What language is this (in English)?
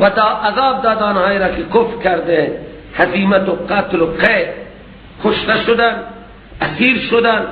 Persian